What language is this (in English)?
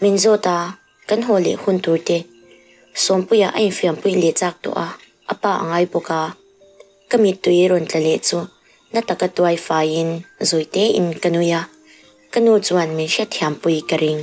Mizo